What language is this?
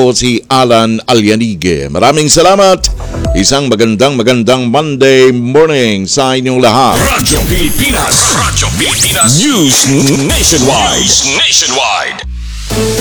Filipino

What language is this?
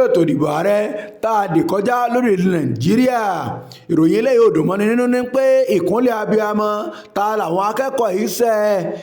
Yoruba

